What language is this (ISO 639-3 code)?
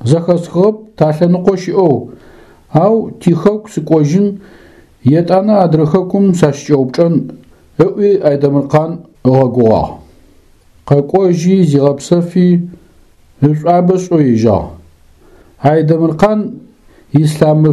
ady